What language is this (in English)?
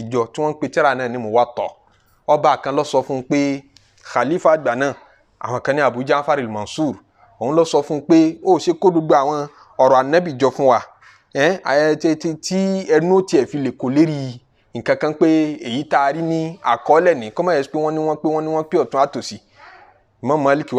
Yoruba